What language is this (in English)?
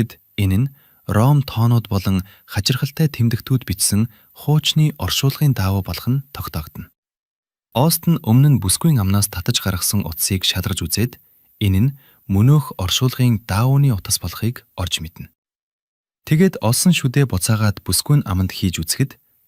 Mongolian